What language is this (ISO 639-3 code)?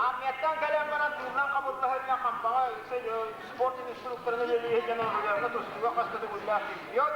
sah